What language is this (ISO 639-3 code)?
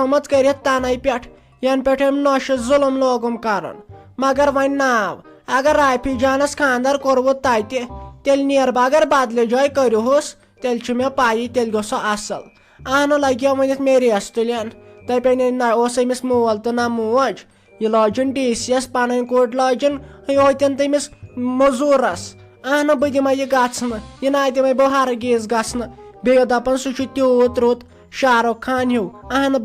kas